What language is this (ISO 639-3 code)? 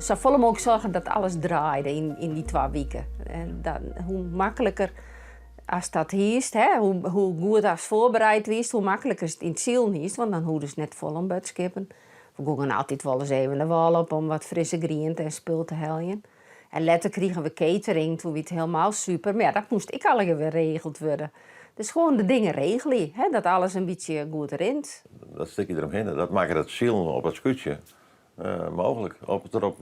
fry